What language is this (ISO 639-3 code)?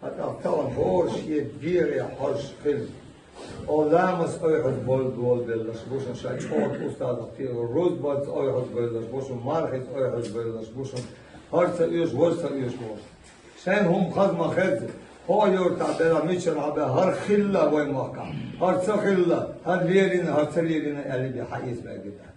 che